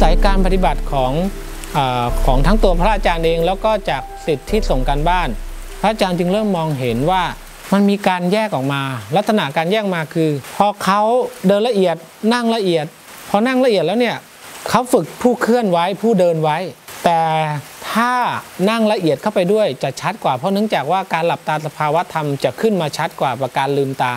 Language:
Thai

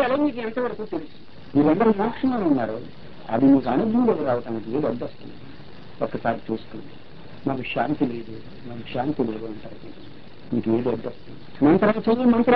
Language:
Telugu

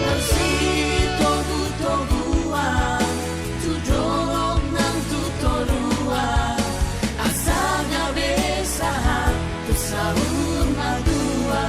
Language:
Batak Toba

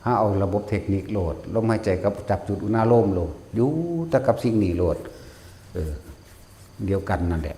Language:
Northeastern Thai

